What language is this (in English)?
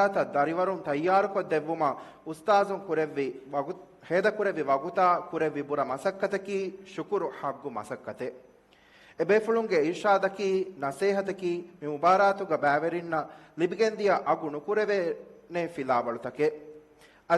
Divehi